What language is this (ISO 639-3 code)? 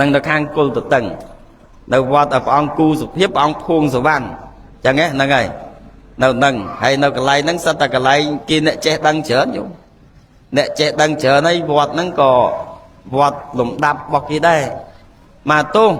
khm